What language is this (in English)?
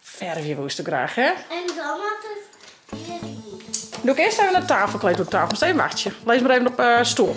Western Frisian